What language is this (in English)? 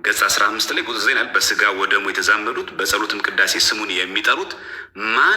Amharic